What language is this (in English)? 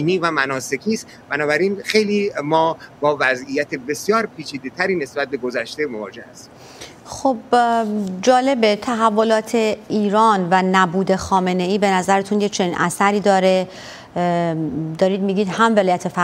Persian